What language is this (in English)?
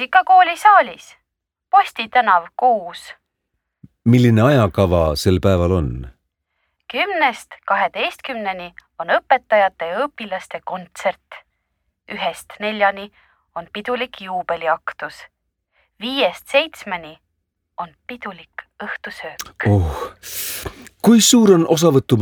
Estonian